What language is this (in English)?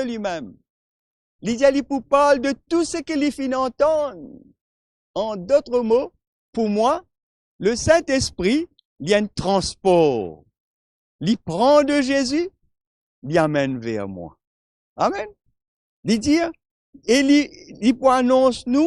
Morisyen